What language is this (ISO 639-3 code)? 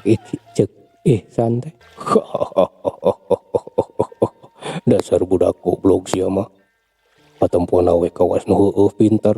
sun